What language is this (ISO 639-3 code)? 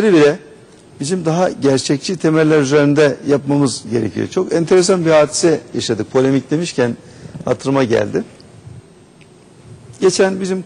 tur